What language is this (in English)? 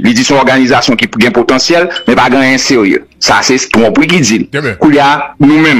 Haitian Creole